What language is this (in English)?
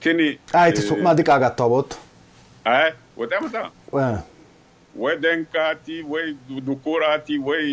Sidamo